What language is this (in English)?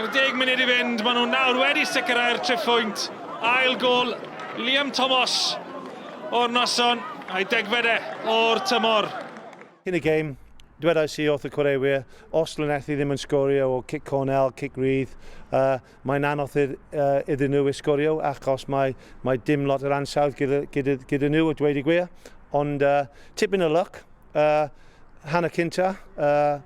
Welsh